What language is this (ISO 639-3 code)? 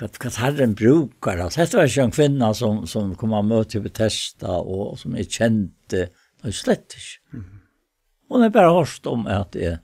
fao